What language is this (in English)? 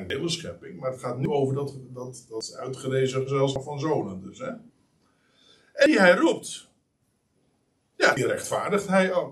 Dutch